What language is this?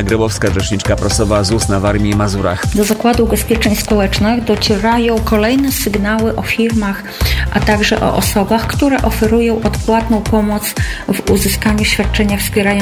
Polish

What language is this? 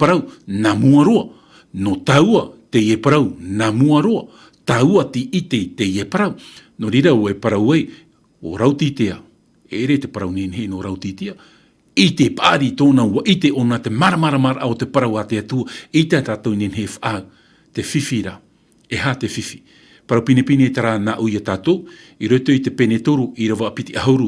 Tahitian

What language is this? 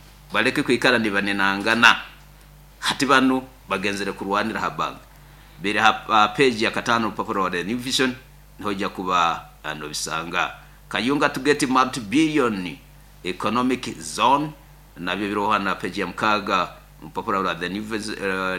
Nyoro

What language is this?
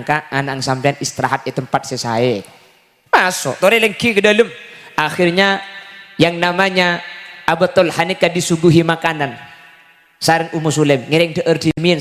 Madurese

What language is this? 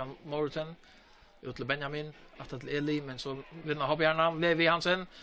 Faroese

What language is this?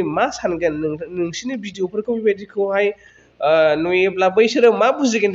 Bodo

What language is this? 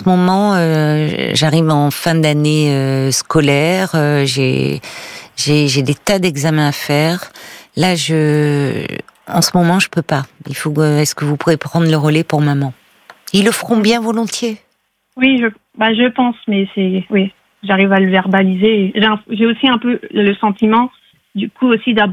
French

